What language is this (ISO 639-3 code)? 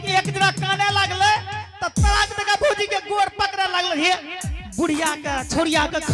anp